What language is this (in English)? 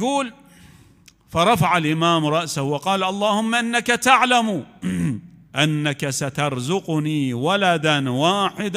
Mesopotamian Arabic